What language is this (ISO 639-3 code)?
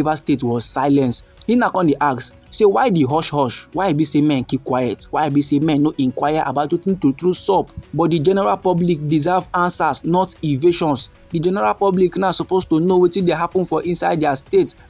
pcm